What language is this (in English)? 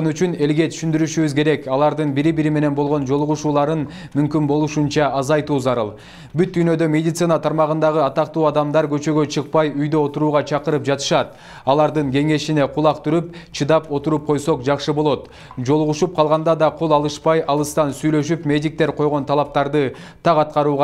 Kyrgyz